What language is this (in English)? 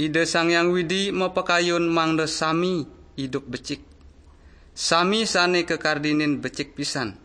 Balinese